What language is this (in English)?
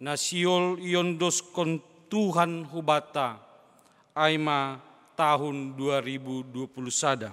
Batak Simalungun